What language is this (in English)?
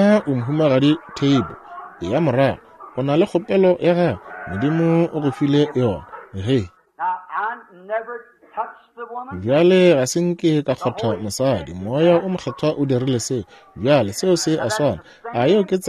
Northern Sotho